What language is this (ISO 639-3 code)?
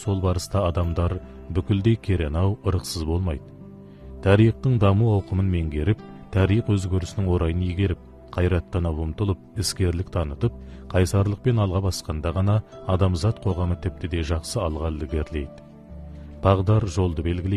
kaz